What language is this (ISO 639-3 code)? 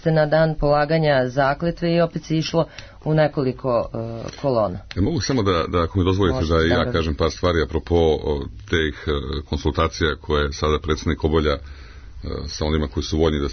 srp